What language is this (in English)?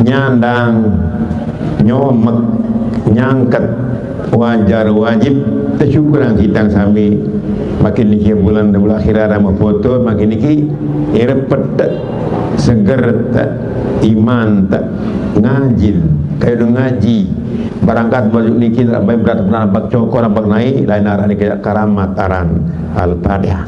Sasak